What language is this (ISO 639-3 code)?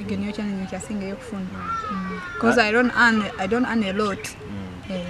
nyo